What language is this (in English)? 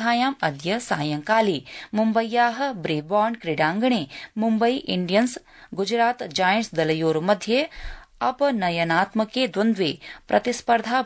Sanskrit